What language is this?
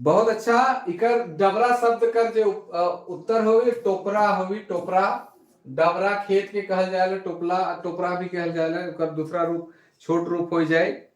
Sadri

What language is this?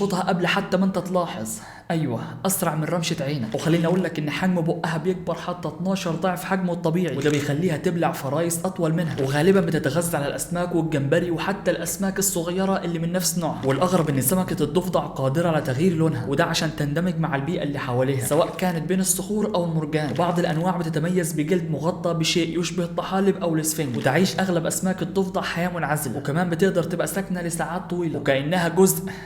Egyptian Arabic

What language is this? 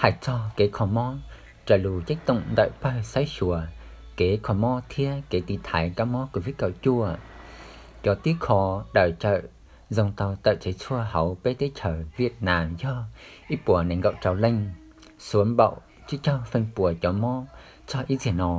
Hmong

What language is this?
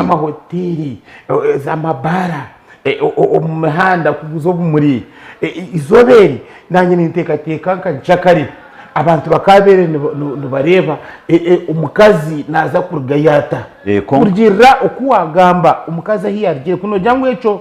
Nyankole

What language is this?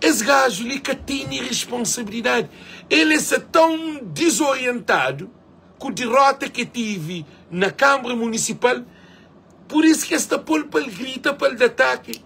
Kabuverdianu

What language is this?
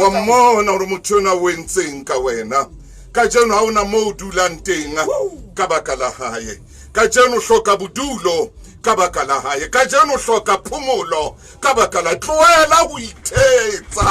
Southern Sotho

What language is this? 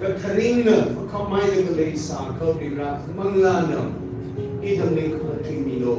Tangkhul Naga (India)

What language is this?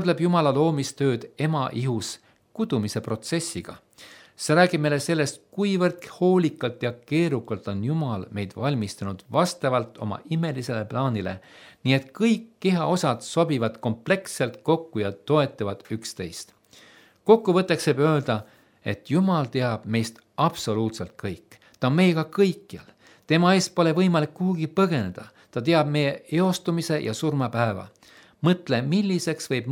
Estonian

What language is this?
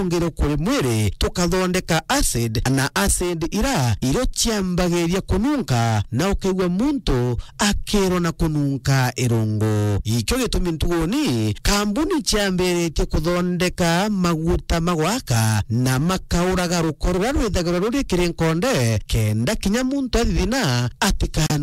Meru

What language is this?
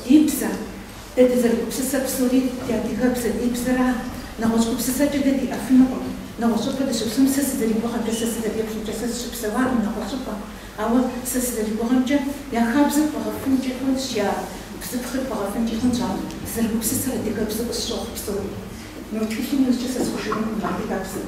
Kabardian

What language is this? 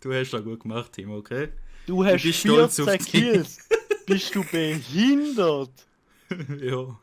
Swiss German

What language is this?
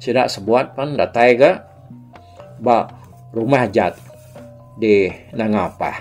Iban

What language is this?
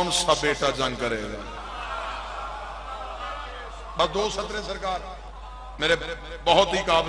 Urdu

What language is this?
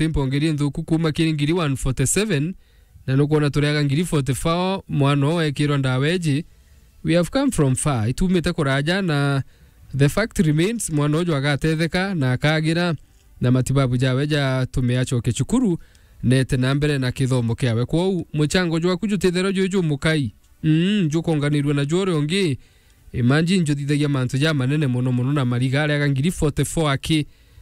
Meru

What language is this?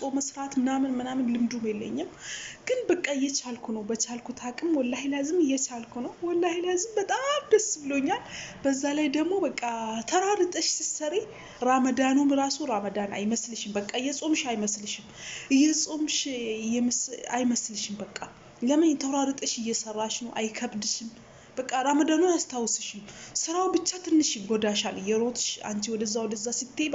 Amharic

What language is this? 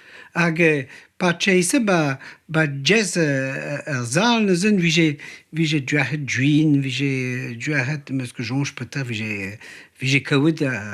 Breton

